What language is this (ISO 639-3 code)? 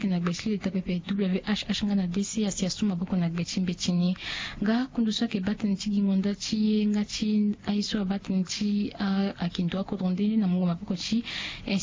sag